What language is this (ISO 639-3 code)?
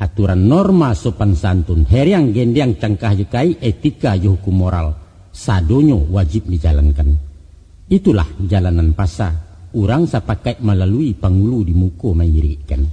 min